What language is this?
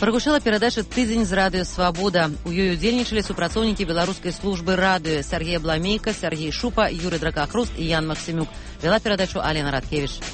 Belarusian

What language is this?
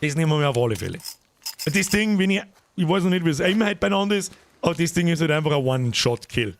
Bavarian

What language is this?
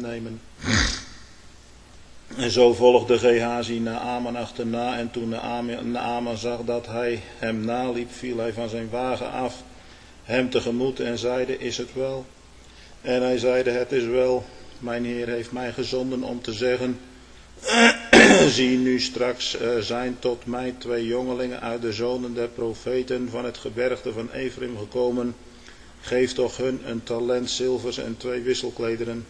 Dutch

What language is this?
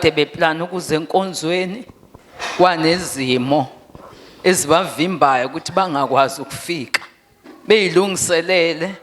Zulu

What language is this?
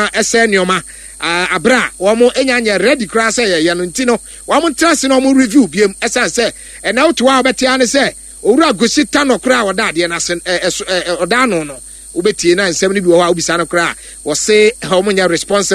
Akan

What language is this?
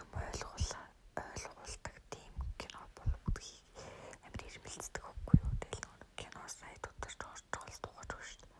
Mongolian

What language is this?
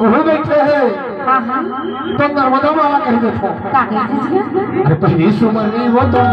Chhattisgarhi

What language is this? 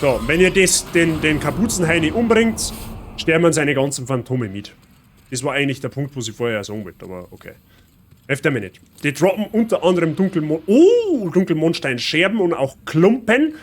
Bavarian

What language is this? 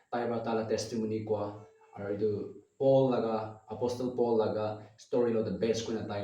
Naga Pidgin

